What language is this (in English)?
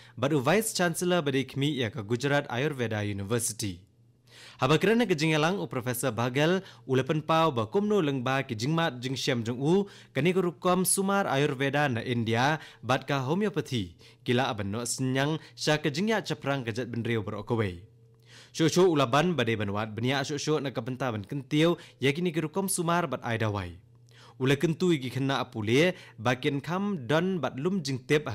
Khasi